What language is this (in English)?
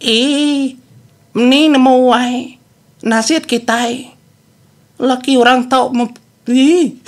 Iban